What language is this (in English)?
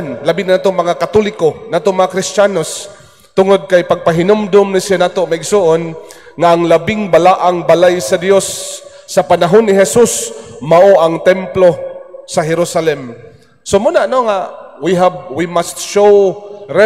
Cebuano